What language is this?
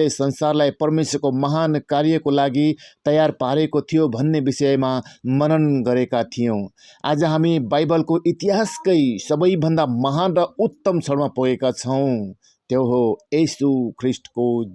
Nepali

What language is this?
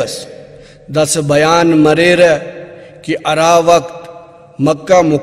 Brahui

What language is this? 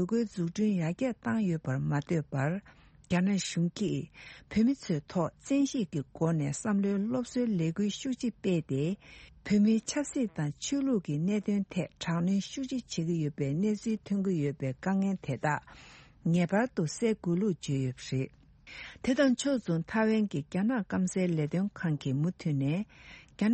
Tibetan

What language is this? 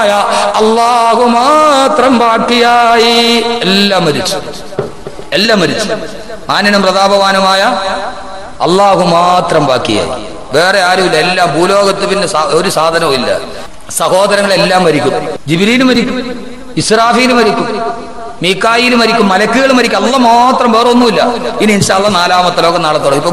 Malayalam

